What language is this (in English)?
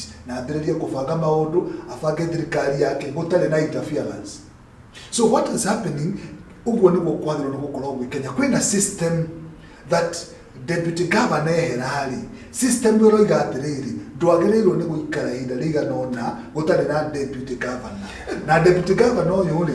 Kikuyu